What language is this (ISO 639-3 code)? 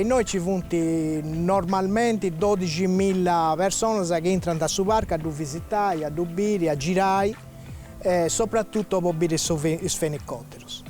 srd